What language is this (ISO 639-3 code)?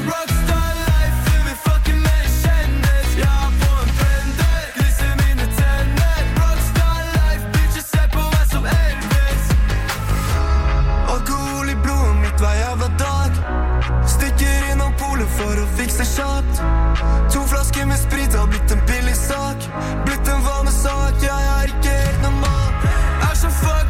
nor